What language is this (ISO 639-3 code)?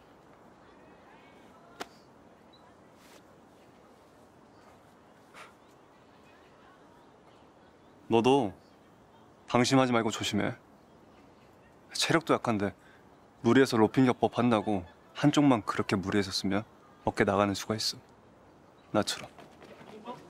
kor